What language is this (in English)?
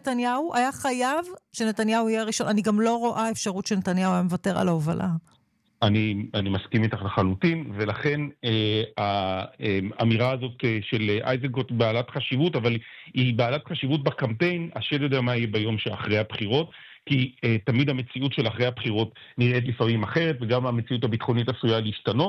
Hebrew